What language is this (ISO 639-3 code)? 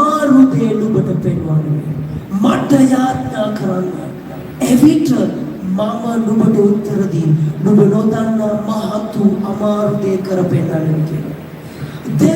sin